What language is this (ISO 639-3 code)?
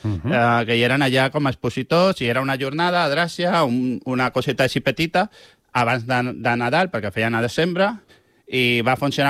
cat